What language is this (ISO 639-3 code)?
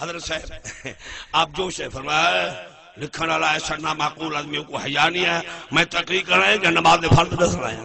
skr